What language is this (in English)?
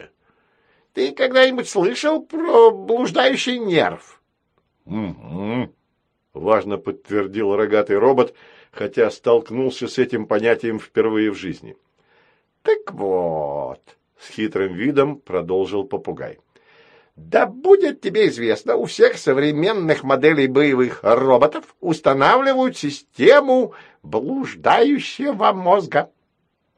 Russian